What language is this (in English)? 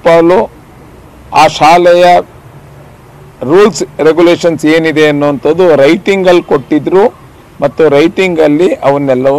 Kannada